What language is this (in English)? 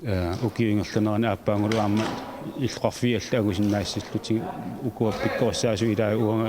Kalaallisut